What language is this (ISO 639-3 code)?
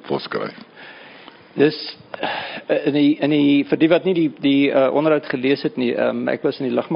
afr